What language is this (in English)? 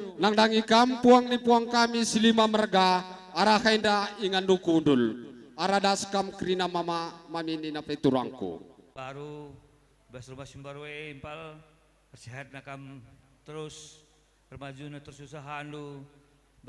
Batak Karo